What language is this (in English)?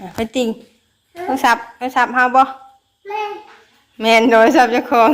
Northeastern Thai